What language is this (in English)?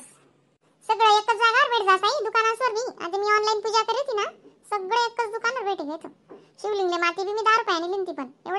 Khandesi